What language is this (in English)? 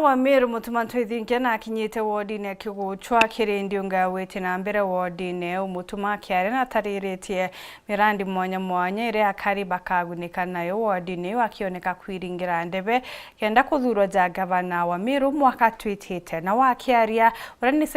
Meru